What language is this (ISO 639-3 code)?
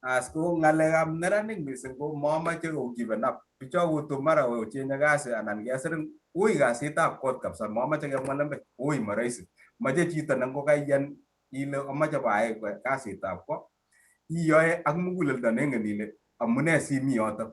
kln